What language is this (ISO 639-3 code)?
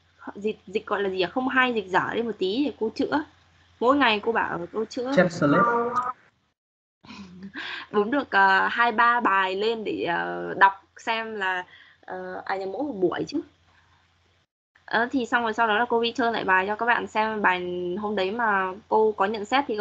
vie